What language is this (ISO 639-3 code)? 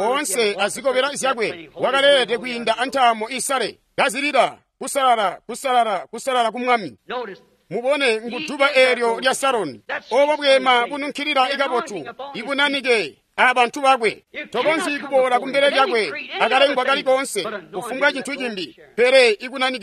toi